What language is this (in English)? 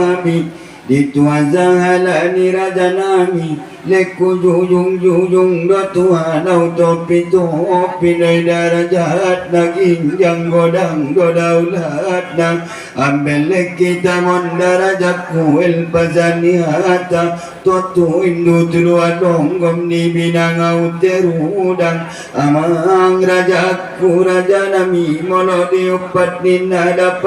Batak Toba